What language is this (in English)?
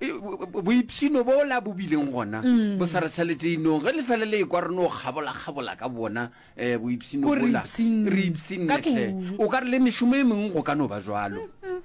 Northern Sotho